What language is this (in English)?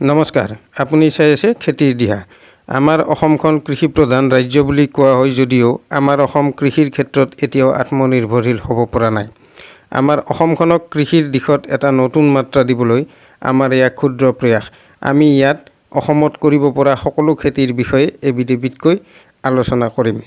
Assamese